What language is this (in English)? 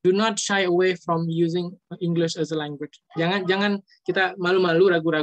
Indonesian